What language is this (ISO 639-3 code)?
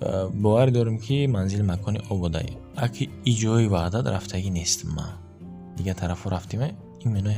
tgk